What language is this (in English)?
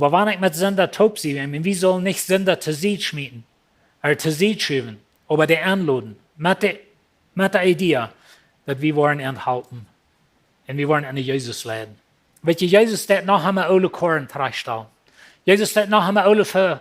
Plautdietsch